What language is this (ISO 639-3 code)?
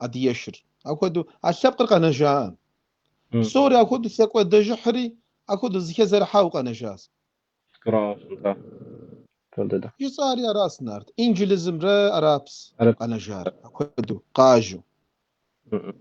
kbd